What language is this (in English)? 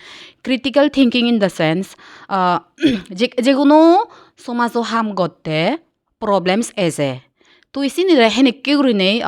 Chakma